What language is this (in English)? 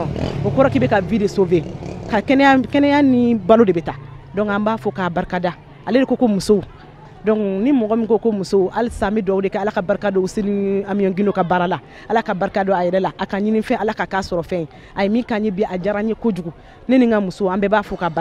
Bambara